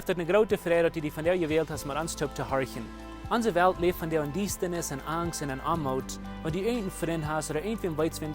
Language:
Plautdietsch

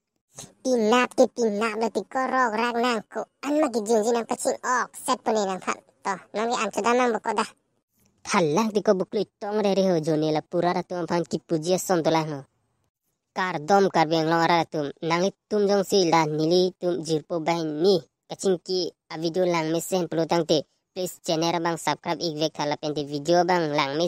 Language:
Karbi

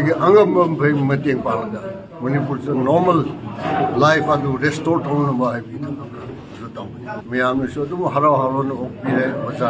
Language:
Manipuri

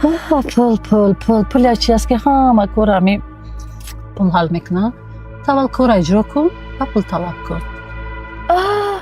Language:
Tajik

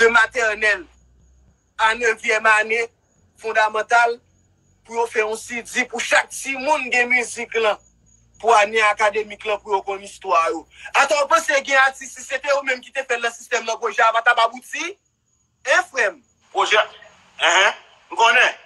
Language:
Haitian Creole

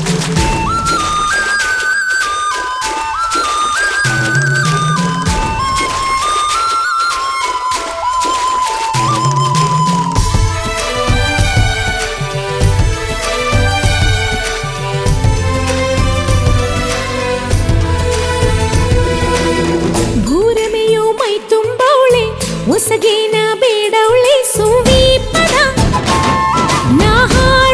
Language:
Kannada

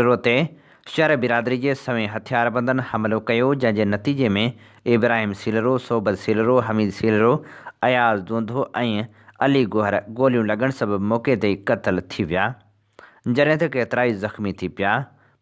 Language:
Sindhi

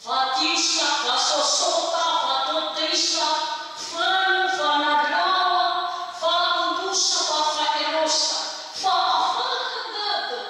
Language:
Nias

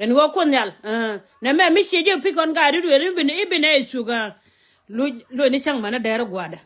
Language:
Nuer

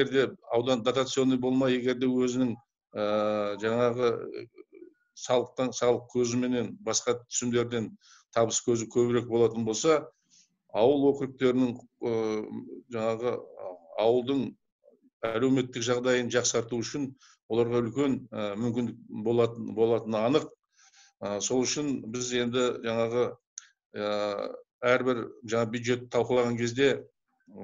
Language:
Kazakh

